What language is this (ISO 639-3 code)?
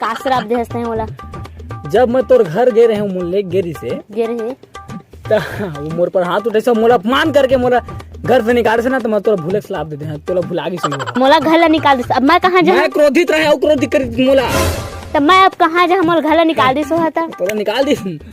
hne